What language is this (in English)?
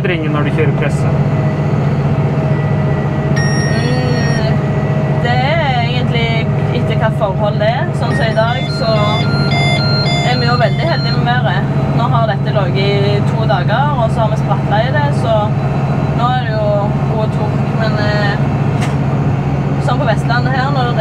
Norwegian